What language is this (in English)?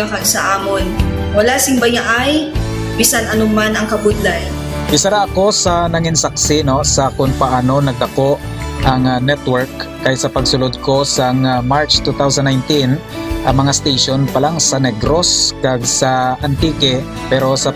Hiligaynon